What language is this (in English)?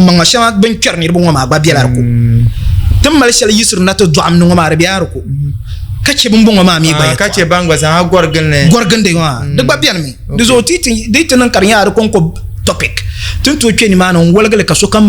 Dagbani